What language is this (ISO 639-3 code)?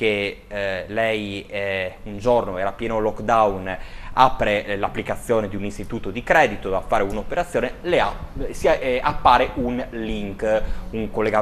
ita